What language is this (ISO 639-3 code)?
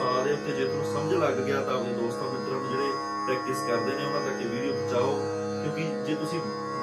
pan